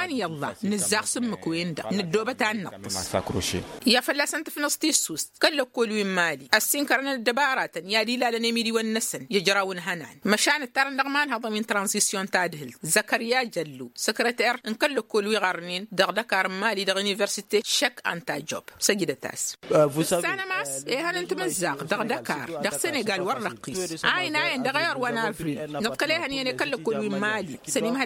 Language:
Tamasheq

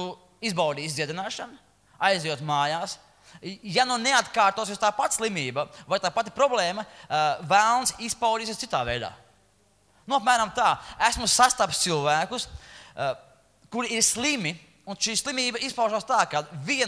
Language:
Latvian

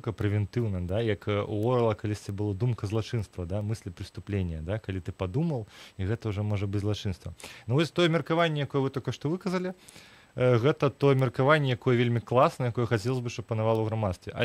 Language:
Belarusian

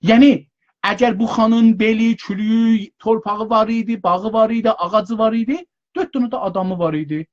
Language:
South Azerbaijani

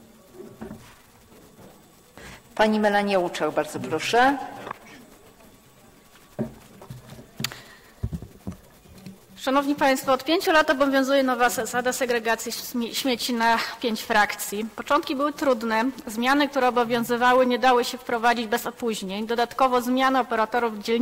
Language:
Polish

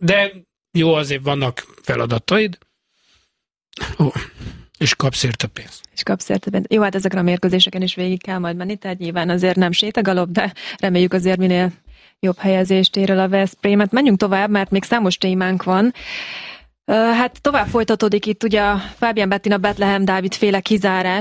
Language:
Hungarian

